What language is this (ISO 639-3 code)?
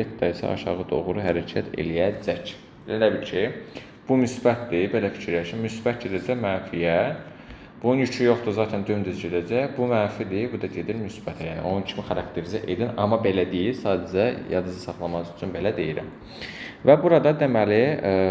aze